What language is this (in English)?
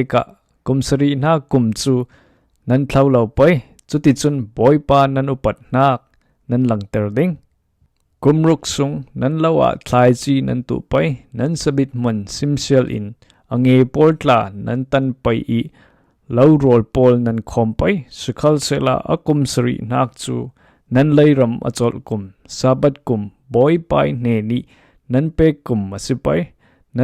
Falam Chin